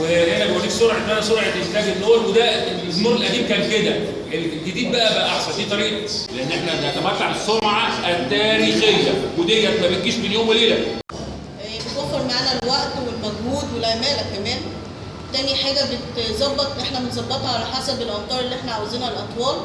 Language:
Egyptian Arabic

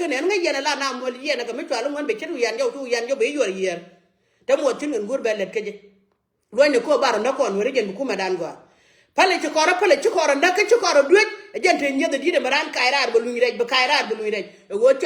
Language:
Nuer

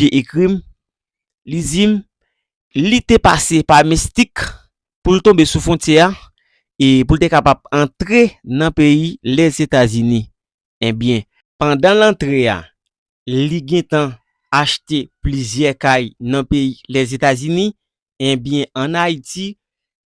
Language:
Haitian Creole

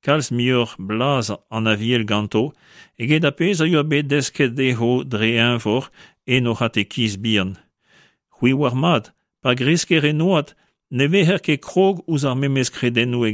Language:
Breton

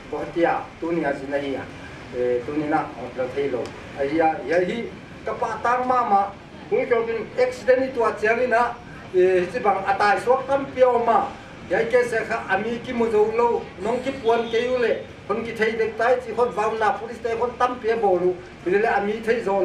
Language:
Paite Chin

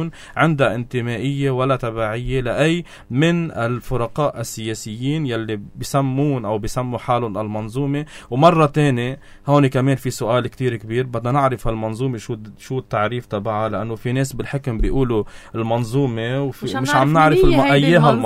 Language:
North Levantine Arabic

